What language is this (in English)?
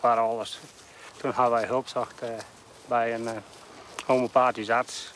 Western Frisian